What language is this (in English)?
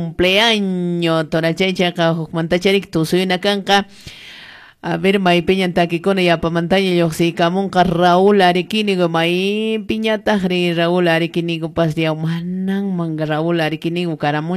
Quechua